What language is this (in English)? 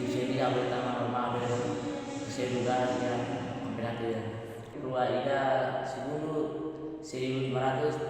Tetum